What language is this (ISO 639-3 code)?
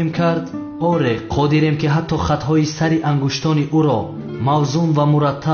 tgk